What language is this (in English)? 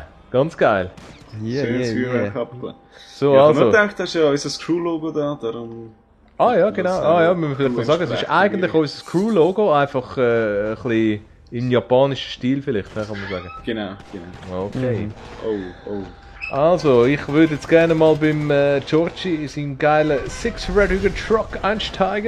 Swiss German